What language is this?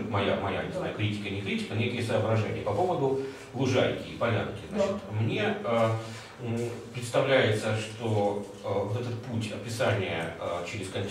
Russian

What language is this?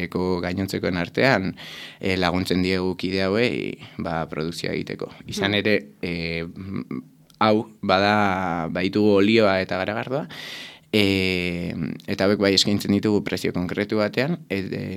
Basque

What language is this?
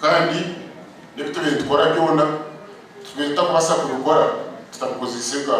Nyankole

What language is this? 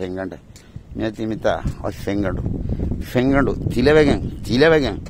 Divehi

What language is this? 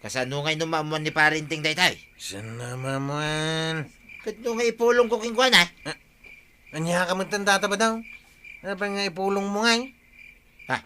Iloko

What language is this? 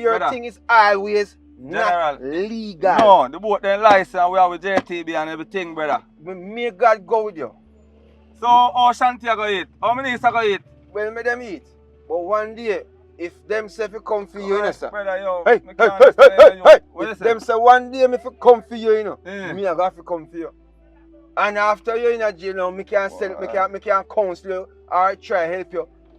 Jamaican Creole English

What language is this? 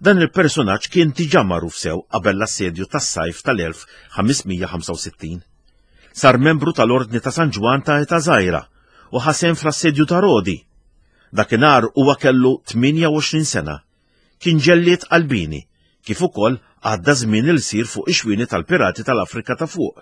Maltese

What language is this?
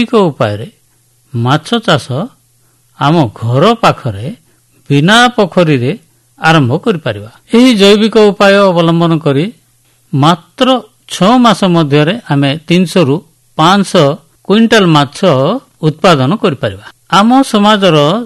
Odia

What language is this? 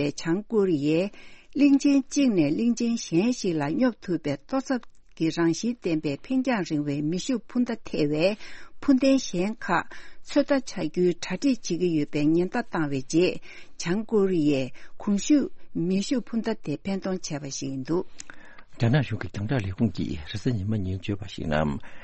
Tibetan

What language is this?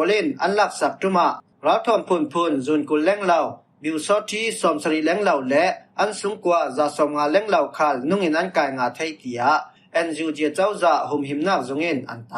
Falam Chin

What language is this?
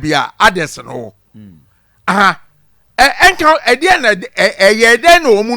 Akan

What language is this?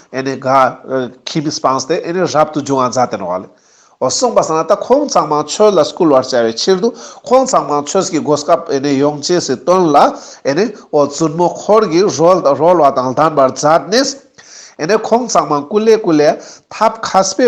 Ladakhi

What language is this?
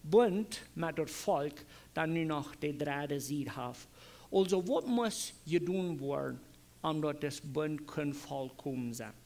Plautdietsch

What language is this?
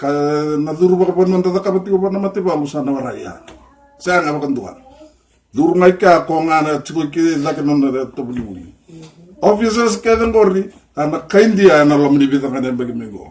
Fijian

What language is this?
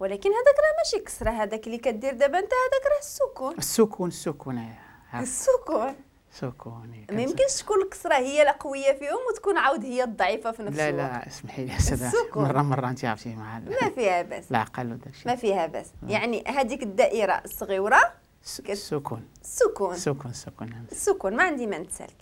Moroccan Arabic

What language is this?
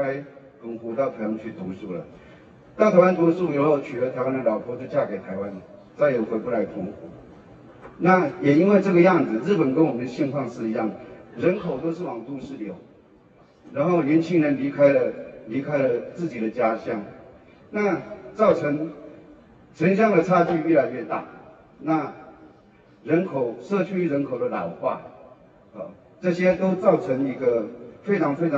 Chinese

